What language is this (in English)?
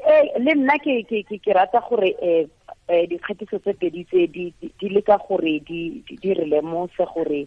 Tswana